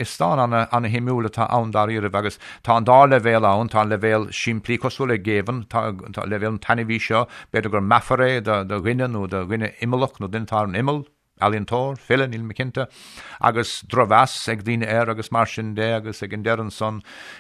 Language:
Irish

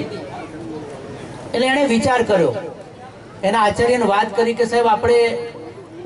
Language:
Gujarati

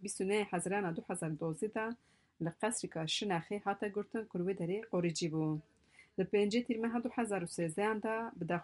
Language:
Kurdish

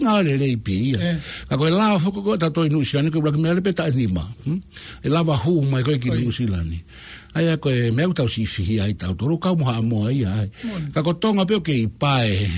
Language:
Tongan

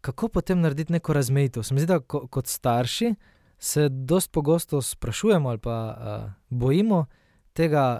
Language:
Slovenian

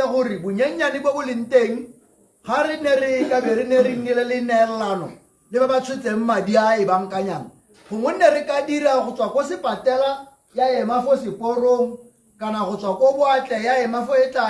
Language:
Tswana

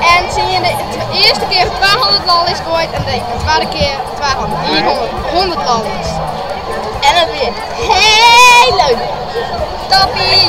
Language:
Western Frisian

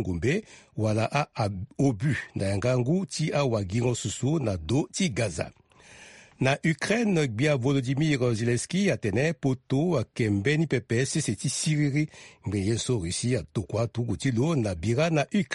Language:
Sango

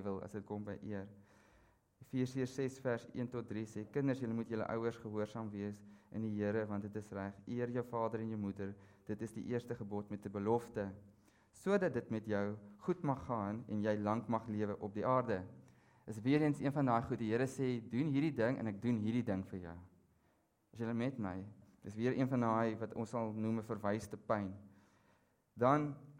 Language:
Afrikaans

